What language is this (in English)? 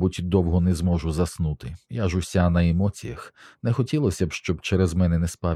Ukrainian